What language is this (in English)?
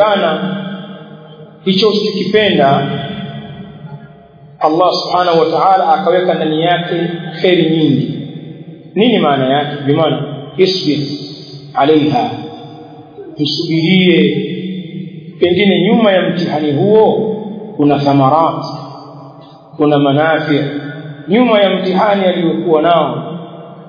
Swahili